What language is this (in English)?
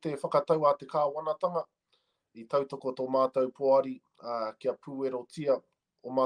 Māori